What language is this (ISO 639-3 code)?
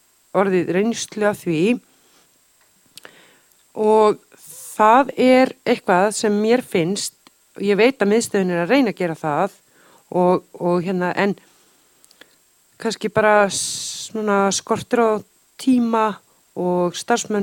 isl